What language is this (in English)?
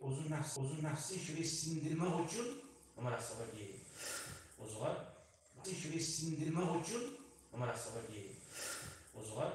Kumyk